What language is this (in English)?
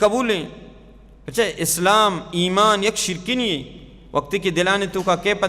Baluchi